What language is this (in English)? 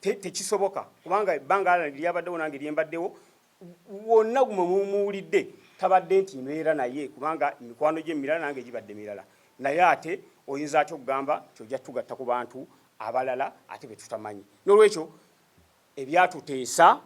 Ganda